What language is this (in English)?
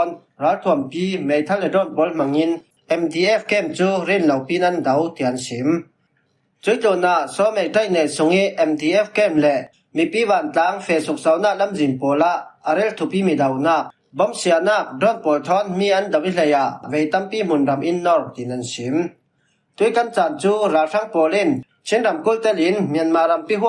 Falam Chin